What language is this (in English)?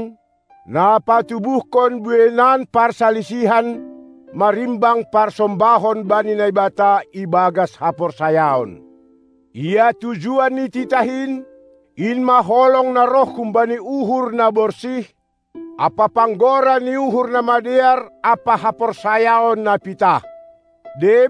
Batak Simalungun